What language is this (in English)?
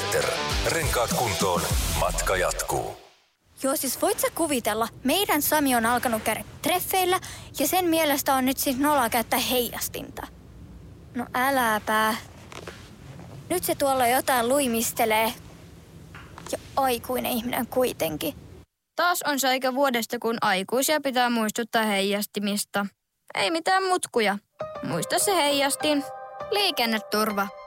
Finnish